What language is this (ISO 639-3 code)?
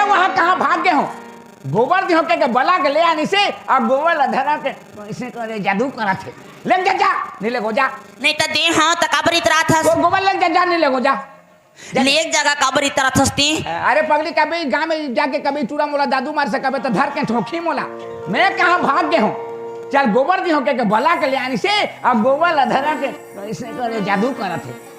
hne